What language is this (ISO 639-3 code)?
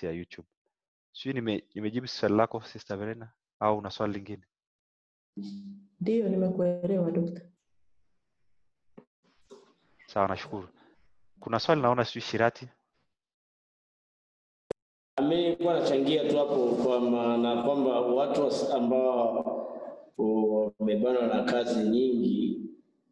swa